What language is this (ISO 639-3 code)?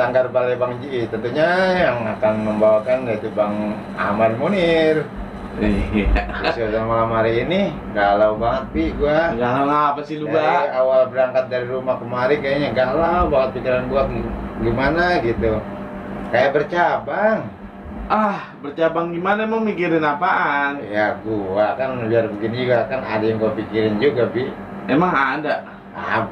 bew